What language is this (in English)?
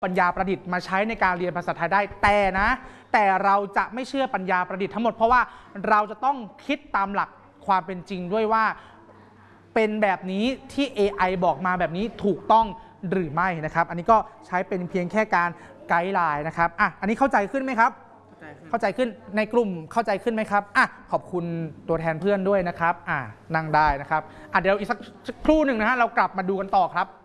Thai